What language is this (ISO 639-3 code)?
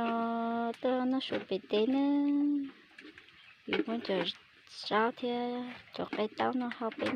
hmn